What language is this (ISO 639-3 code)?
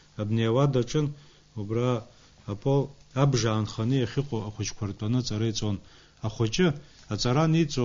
abk